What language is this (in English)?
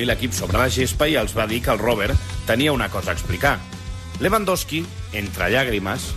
Catalan